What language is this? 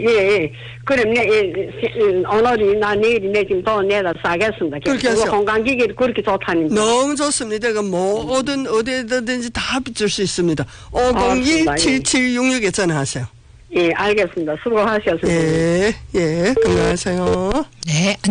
Korean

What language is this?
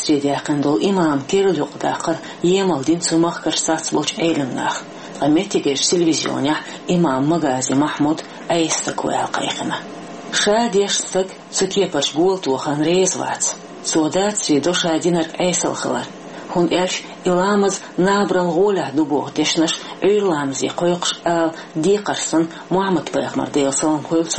Chechen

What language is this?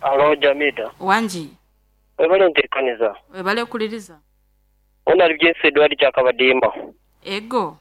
Nyankole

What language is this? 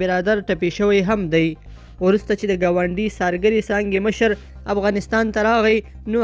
Pashto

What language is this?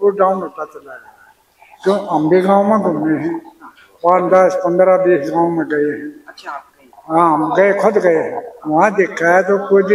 Hindi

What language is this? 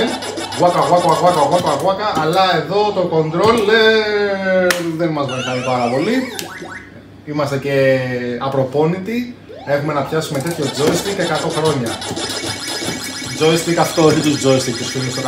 Greek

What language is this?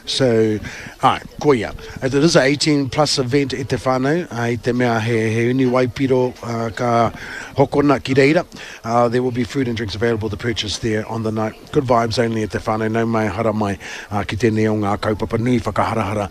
Māori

